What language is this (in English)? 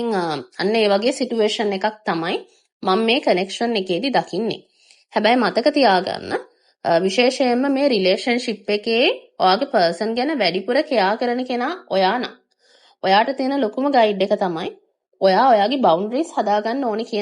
Sinhala